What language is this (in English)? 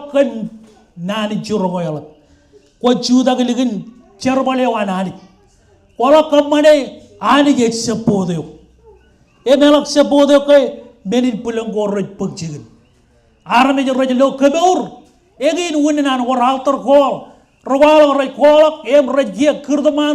Marshallese